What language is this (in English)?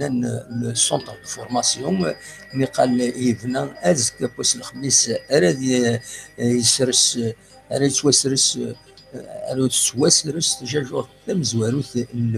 Kabyle